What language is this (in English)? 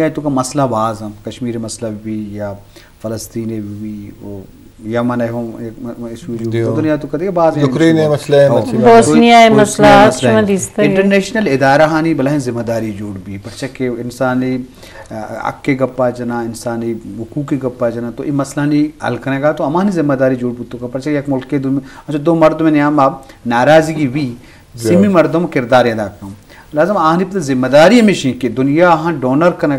Eastern Balochi